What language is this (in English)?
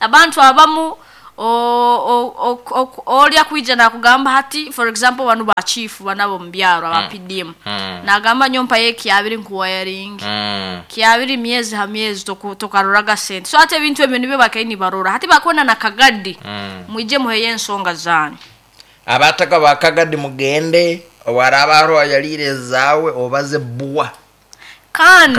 Nyoro